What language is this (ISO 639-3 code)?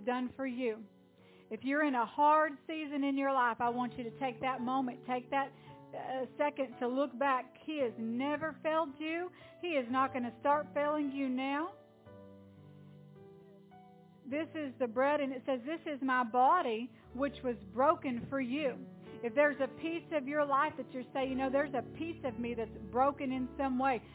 eng